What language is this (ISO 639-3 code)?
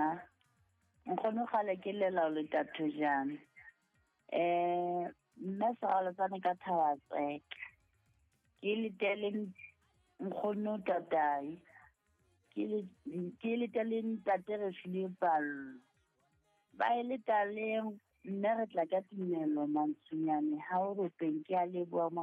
sot